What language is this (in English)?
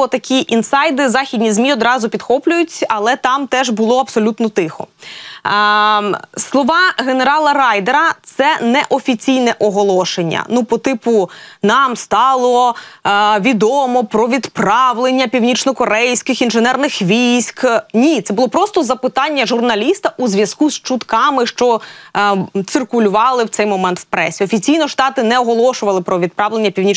Ukrainian